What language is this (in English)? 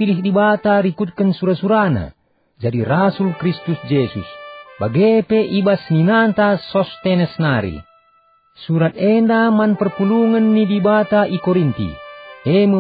Batak Karo